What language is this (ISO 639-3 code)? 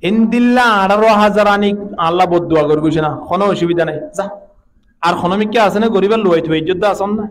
rhg